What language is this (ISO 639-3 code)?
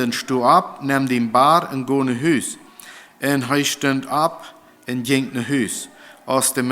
pdt